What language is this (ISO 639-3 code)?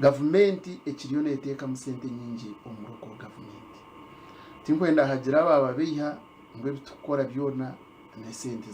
nyn